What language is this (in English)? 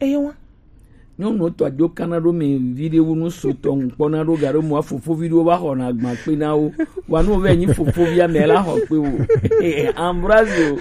Gen